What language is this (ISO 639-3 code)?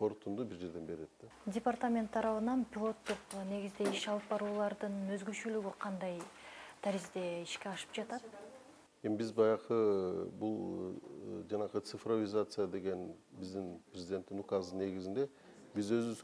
kir